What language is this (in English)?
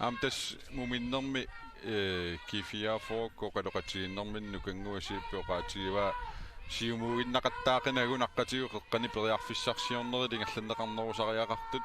Kalaallisut